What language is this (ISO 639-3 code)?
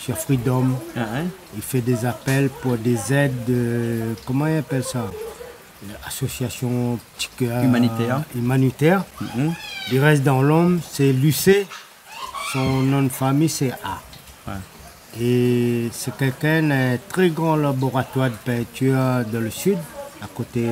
rcf